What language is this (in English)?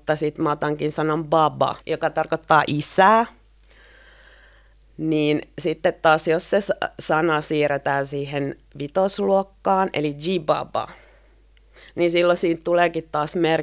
Finnish